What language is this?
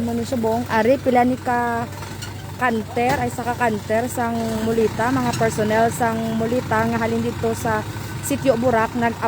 Hiligaynon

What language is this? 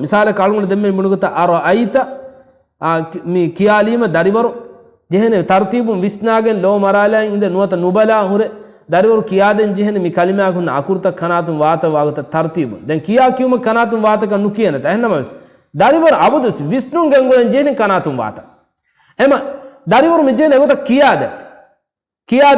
Divehi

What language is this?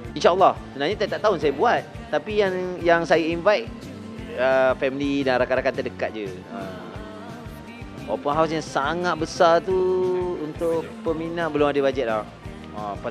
Malay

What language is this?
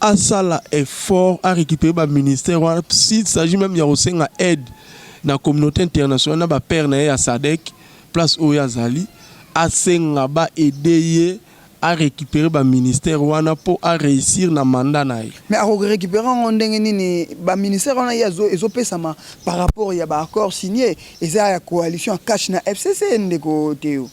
Lingala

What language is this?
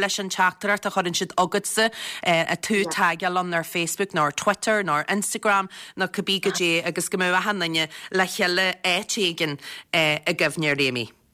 Irish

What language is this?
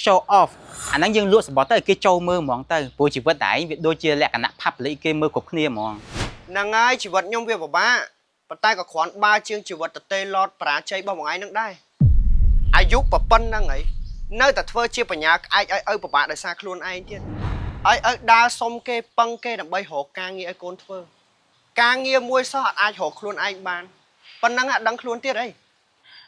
Khmer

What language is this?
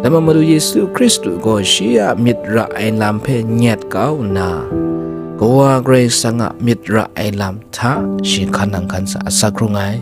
Kachin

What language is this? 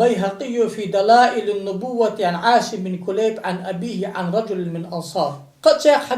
Ingush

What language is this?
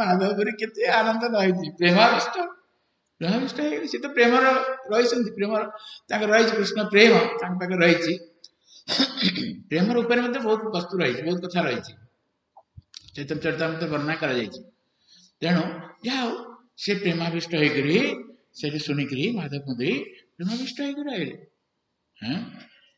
Odia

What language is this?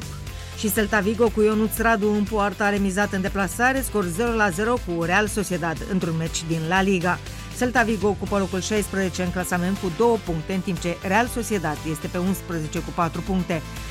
Romanian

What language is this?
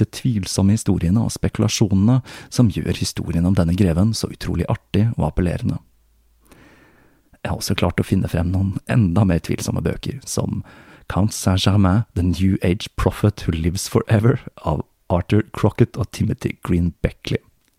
Norwegian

